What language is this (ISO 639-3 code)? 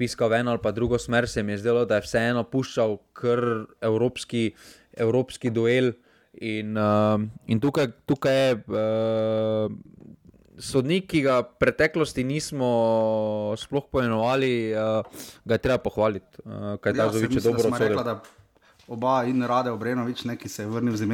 slv